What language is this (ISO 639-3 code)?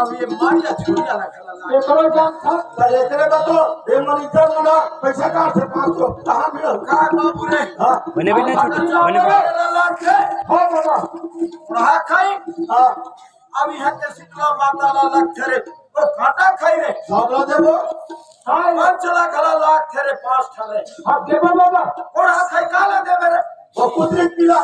hne